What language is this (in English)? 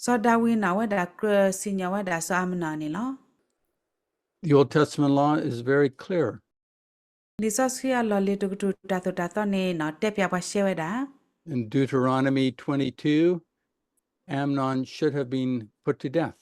S'gaw Karen